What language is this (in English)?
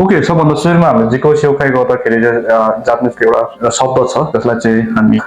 Nepali